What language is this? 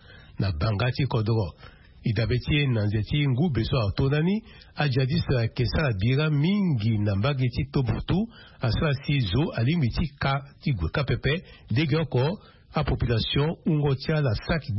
Sango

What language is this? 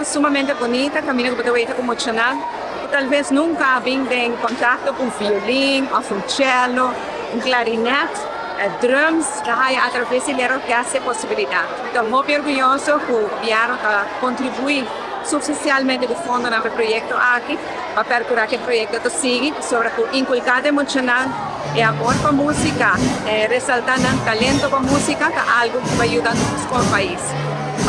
Papiamento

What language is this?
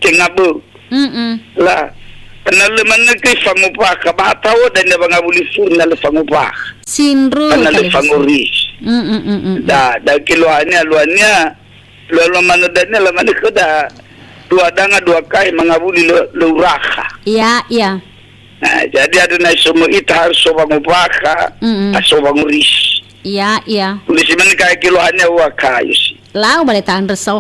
Nias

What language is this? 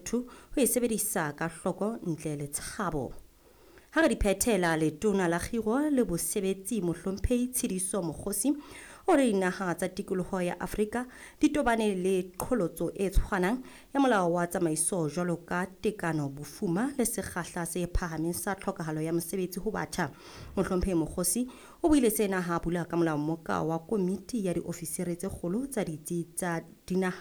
Southern Sotho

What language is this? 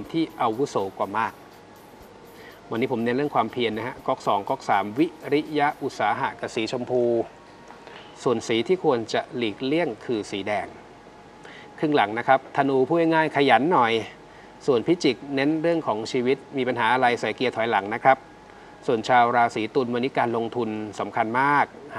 Thai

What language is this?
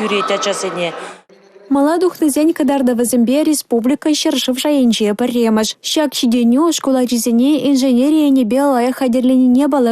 Chuvash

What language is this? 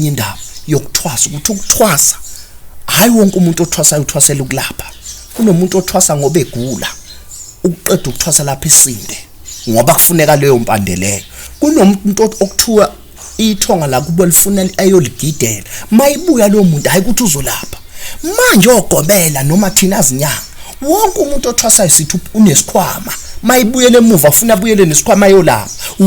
Zulu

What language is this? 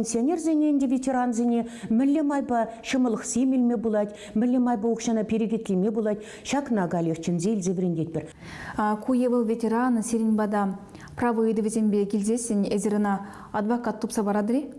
Chuvash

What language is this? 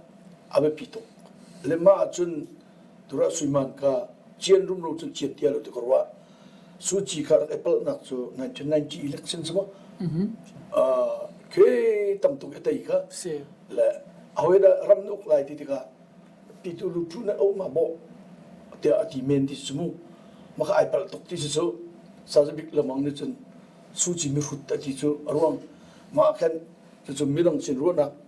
Hakha Chin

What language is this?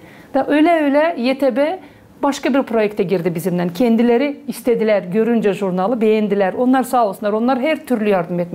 Gagauz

